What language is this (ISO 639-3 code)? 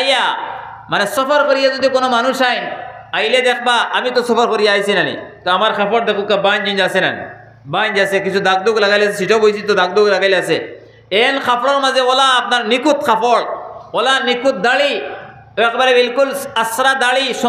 syl